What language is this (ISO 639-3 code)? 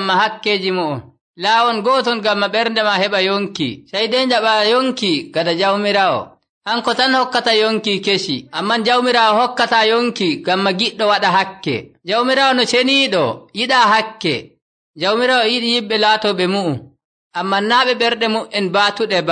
fuv